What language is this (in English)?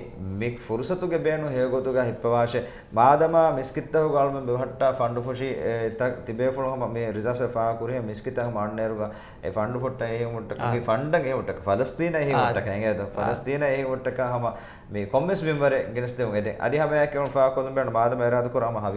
Divehi